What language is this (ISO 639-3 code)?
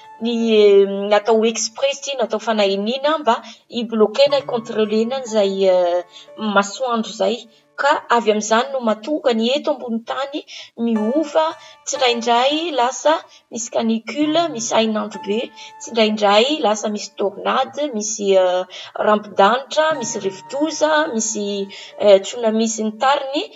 mlg